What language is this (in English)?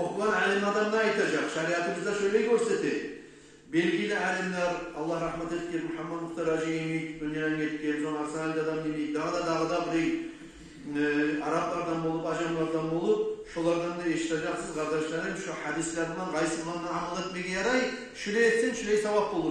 Kumyk